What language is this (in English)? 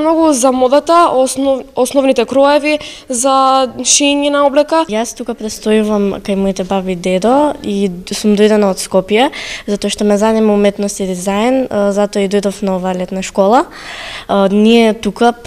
Macedonian